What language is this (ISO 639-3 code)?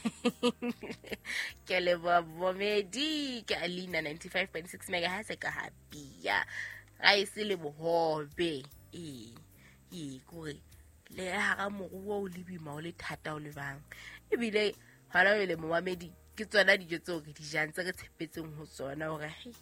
sot